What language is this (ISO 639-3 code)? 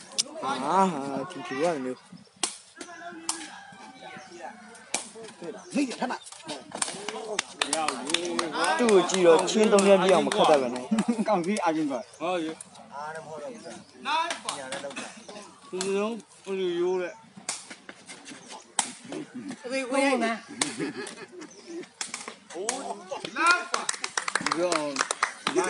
mya